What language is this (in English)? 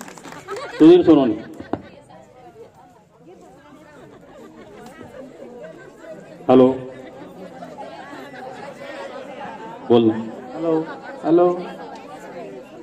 Marathi